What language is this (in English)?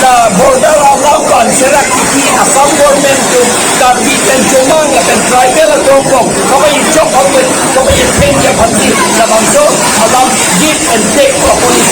Karbi